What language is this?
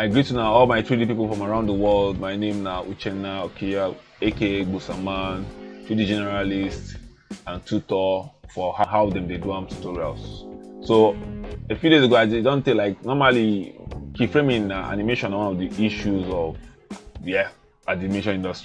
Nigerian Pidgin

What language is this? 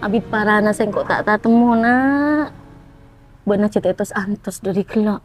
Madurese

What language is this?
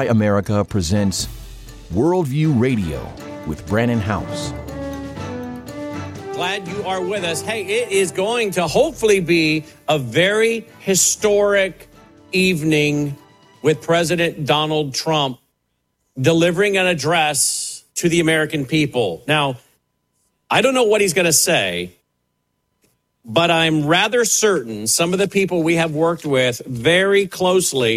English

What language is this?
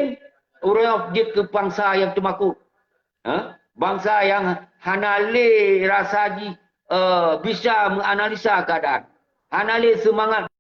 Achinese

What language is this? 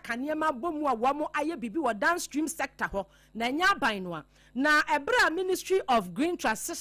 Akan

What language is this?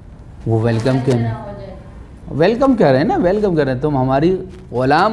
Urdu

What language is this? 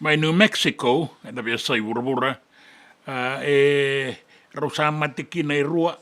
Fijian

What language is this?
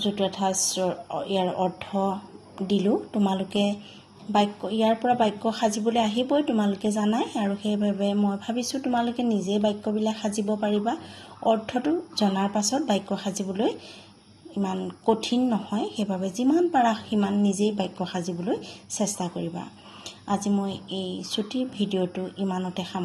Assamese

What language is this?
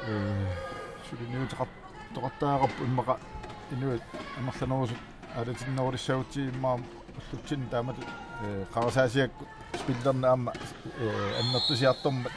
Kalaallisut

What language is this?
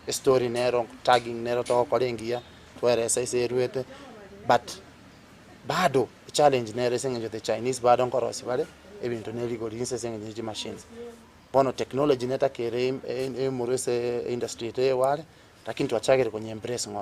Gusii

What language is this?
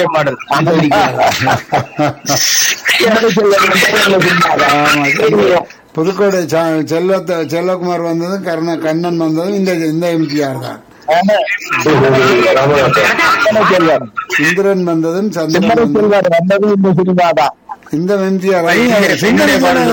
Tamil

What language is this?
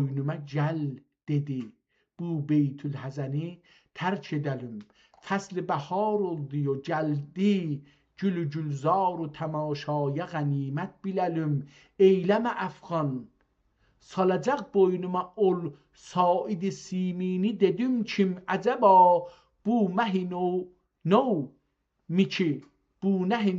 South Azerbaijani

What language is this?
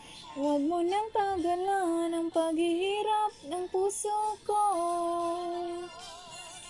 Filipino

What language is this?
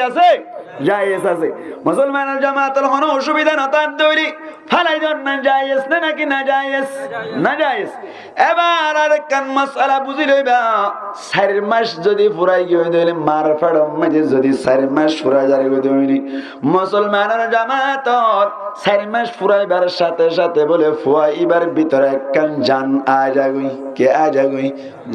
Rohingya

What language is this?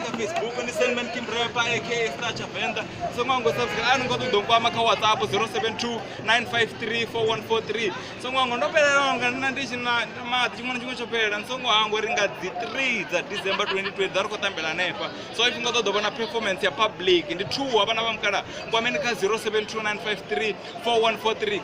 Venda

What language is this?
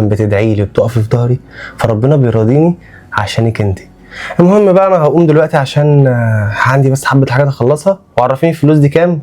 Egyptian Arabic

